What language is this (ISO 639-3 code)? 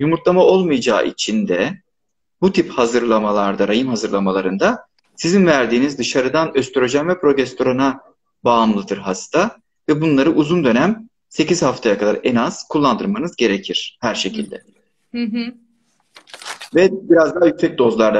tur